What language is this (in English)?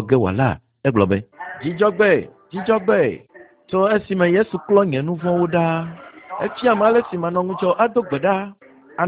Ewe